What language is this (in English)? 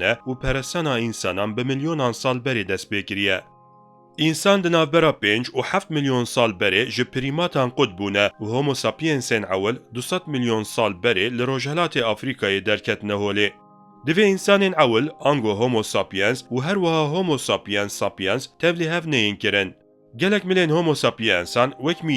Kurdish